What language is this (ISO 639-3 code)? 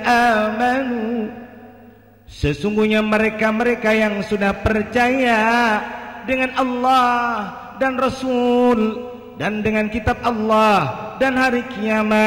bjn